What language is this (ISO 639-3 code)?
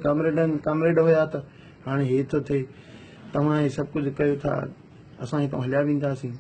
snd